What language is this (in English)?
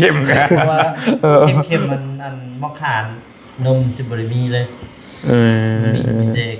Northeastern Thai